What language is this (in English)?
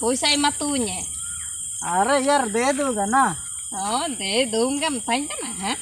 Ho